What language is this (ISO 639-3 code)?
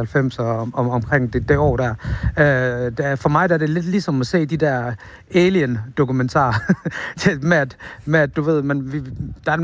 dan